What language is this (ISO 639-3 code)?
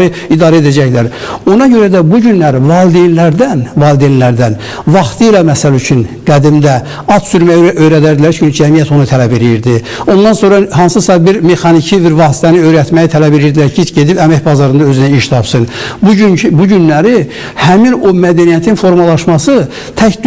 aze